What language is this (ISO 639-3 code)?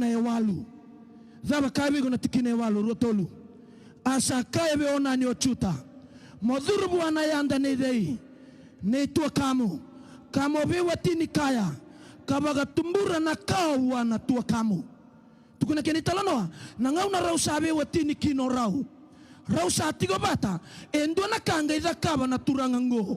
fij